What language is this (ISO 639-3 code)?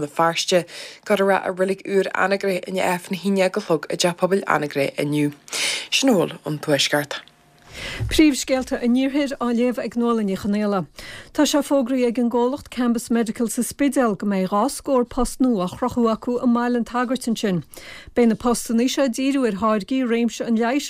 gle